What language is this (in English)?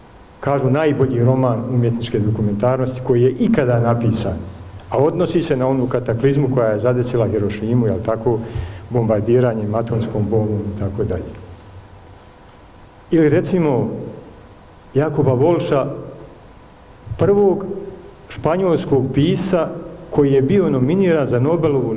Bosnian